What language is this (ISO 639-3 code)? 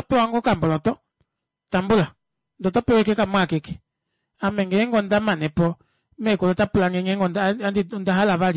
kua